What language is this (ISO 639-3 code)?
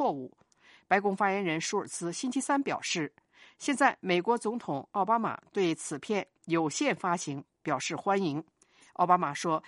zho